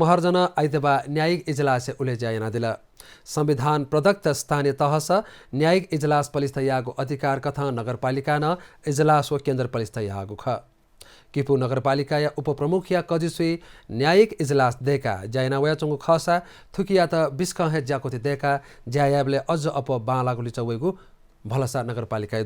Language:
Newari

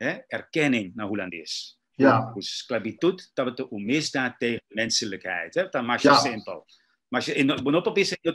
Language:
Papiamento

